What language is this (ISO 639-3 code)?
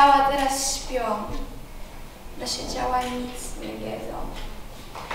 pol